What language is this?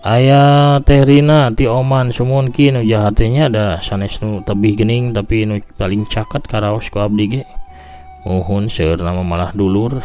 Sundanese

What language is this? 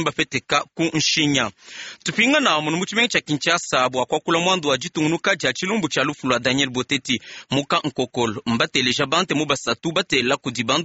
Luba-Lulua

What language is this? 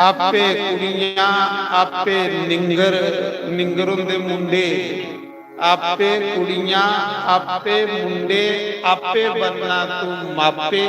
Dogri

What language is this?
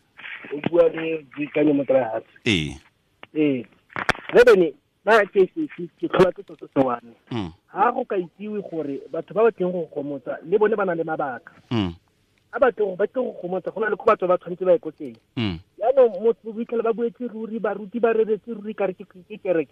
Tswana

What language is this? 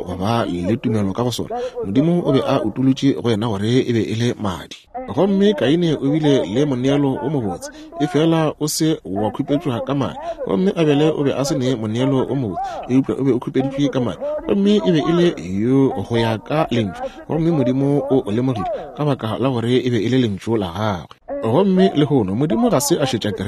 Northern Sotho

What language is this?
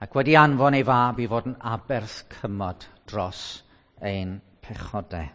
Welsh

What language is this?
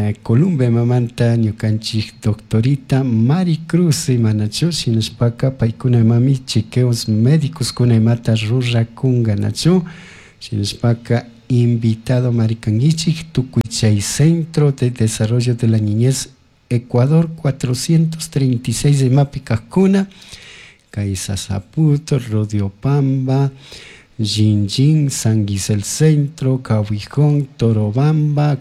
Chimborazo Highland Quichua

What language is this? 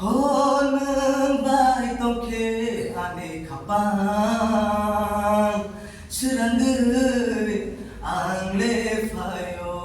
Kok Borok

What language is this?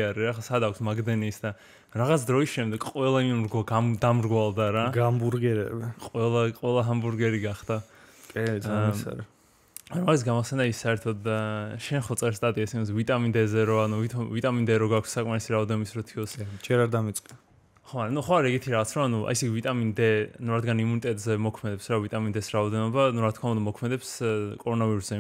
Georgian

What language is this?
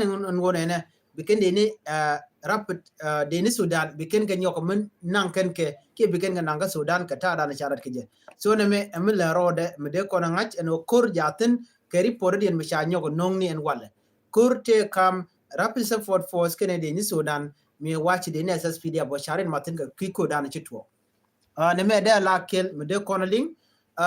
Nuer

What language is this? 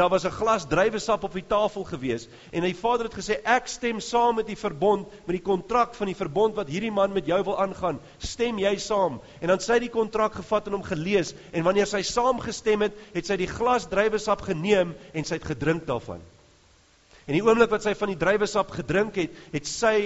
Afrikaans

